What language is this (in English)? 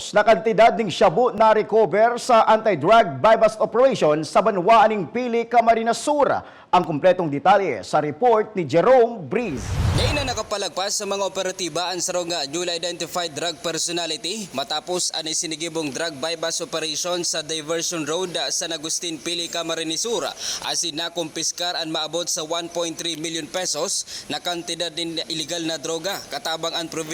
Bikol